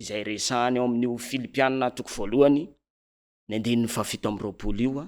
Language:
Malagasy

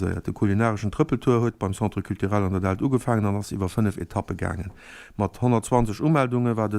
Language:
Luxembourgish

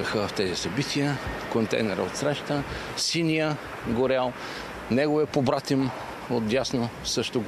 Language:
Bulgarian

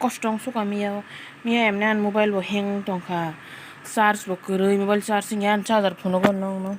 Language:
Kok Borok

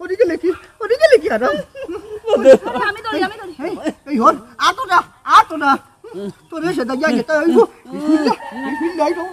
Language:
Sylheti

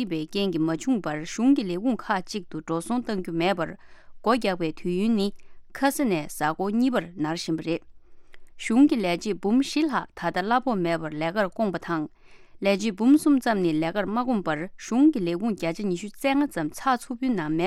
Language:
Tibetan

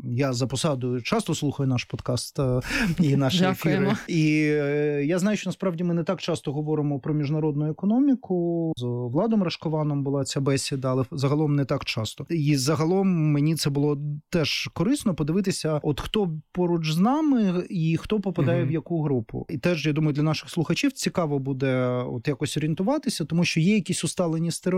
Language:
Ukrainian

